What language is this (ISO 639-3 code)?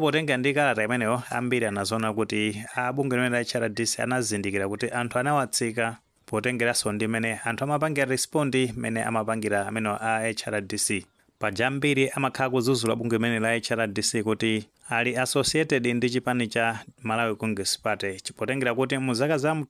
nya